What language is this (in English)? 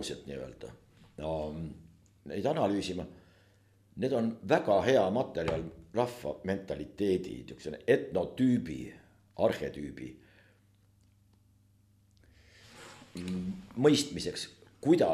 Estonian